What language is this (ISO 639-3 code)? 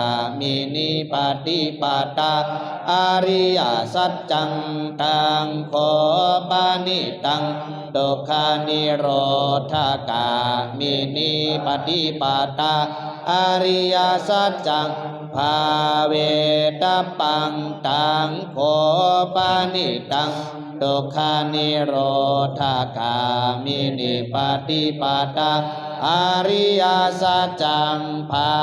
pli